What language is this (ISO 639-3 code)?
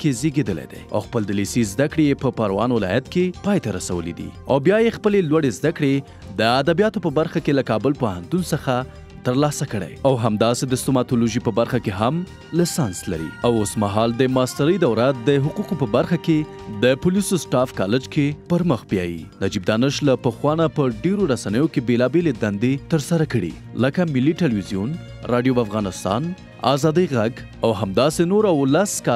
pus